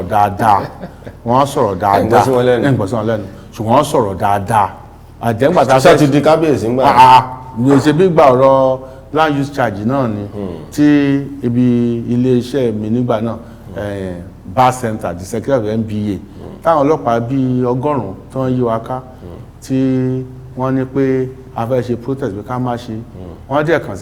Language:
Yoruba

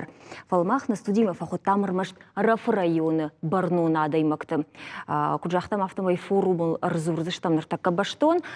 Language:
Ossetic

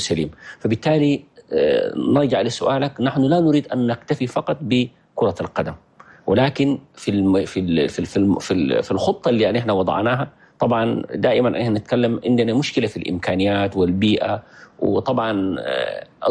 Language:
Chadian Arabic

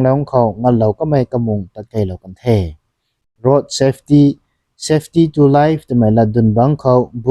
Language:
Rongmei Naga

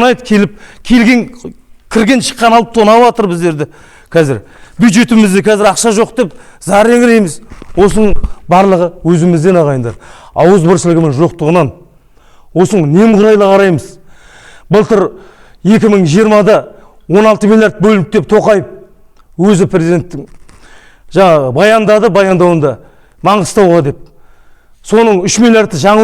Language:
Kazakh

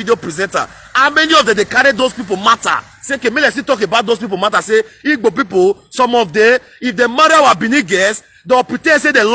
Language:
Nigerian Pidgin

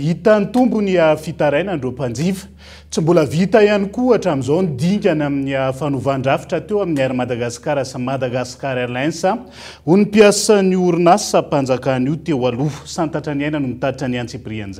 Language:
Malagasy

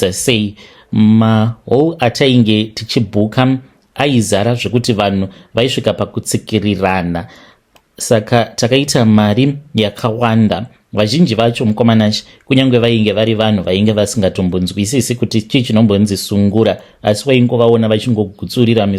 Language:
Shona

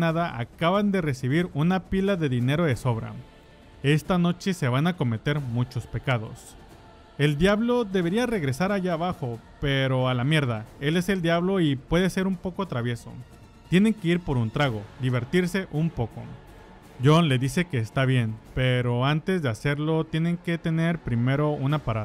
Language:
Spanish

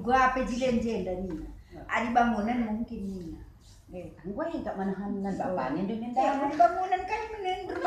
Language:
Batak Karo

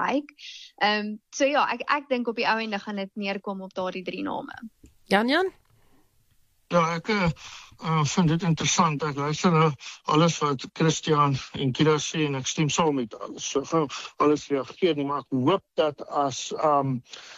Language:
Afrikaans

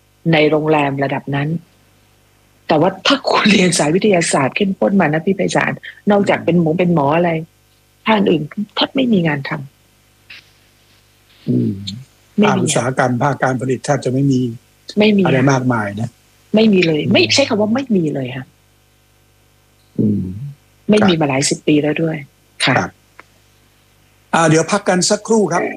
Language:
Thai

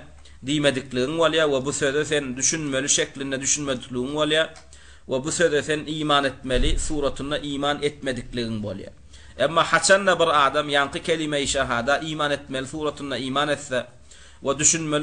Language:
Turkmen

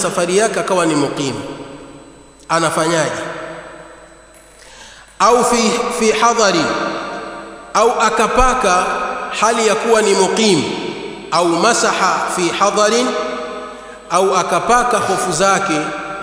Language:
Swahili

